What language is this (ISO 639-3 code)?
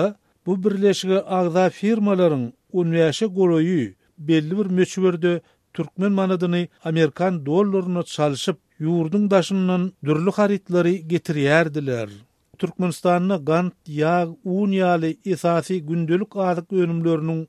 tuk